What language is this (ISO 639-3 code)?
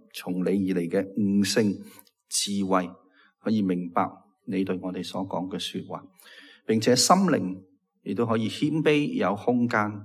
yue